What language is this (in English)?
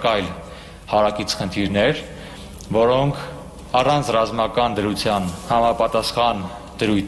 Armenian